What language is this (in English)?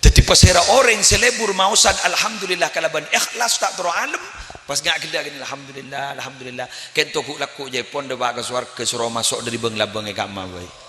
Madurese